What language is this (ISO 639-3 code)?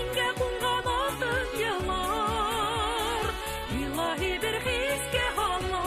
bak